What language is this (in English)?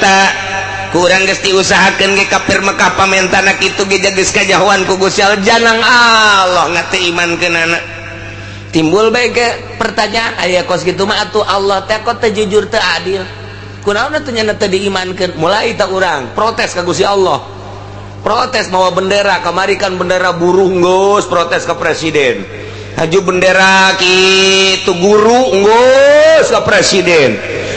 Sundanese